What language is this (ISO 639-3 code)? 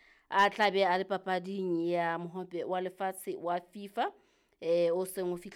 sot